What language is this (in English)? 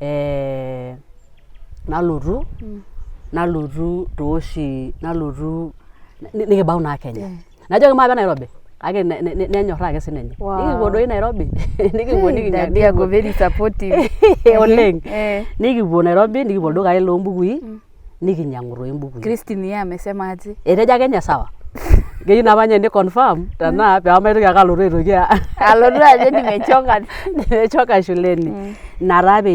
Masai